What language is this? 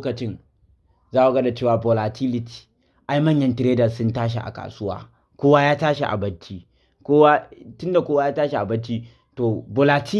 Hausa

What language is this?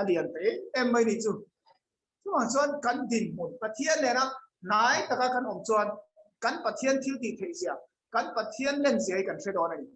Mizo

